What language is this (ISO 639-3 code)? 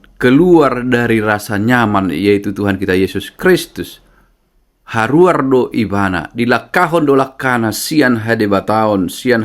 bbc